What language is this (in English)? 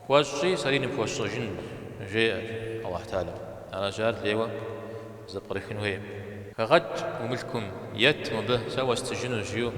Kabardian